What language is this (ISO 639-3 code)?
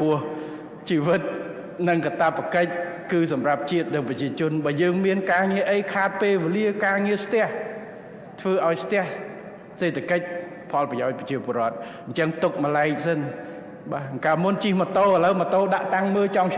khm